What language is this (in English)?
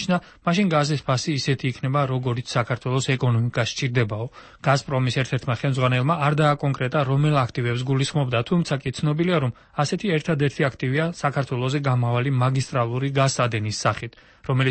Georgian